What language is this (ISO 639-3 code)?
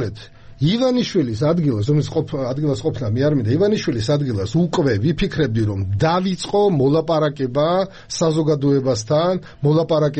kat